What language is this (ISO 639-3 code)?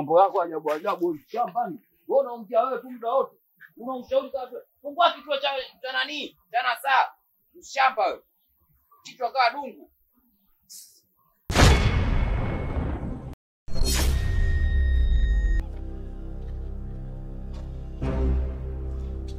swa